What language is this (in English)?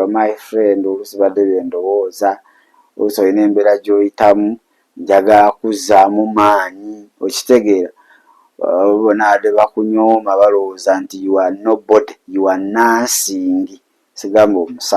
Ganda